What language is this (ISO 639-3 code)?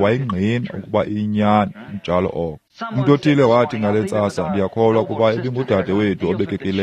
xho